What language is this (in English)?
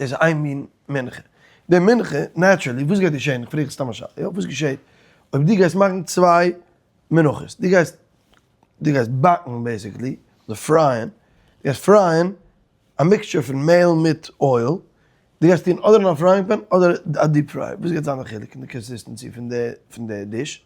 Yiddish